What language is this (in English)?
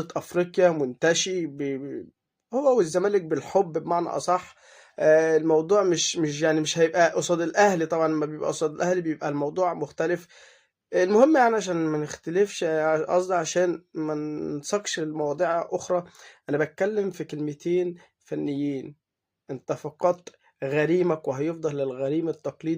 Egyptian Arabic